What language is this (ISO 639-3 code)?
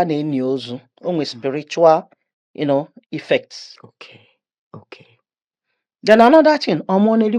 ibo